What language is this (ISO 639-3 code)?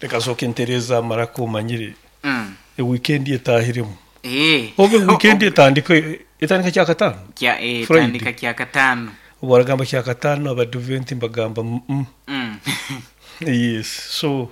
nyo